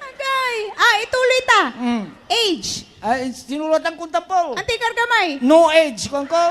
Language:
Pangasinan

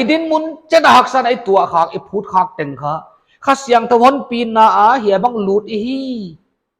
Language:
Paite Chin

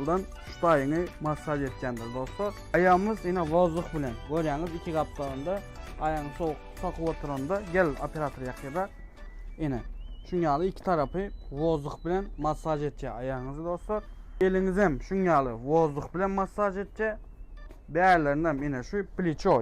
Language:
Turkmen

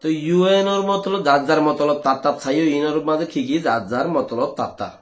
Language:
Rohingya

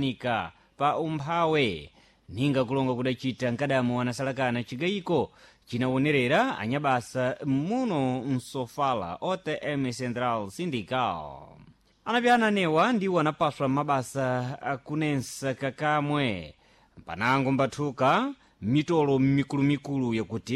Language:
Sena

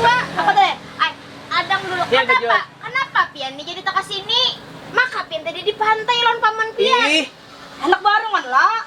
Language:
Banjar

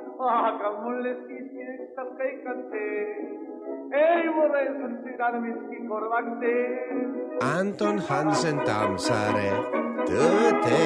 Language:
Estonian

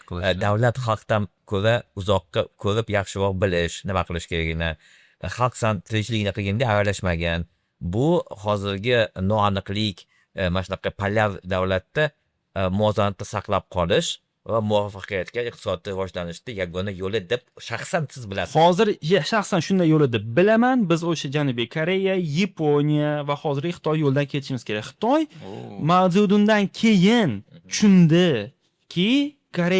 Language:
Uzbek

